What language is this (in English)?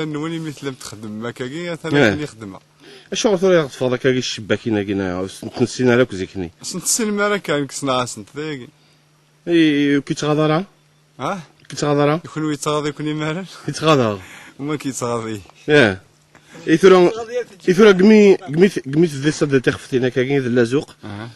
Kabyle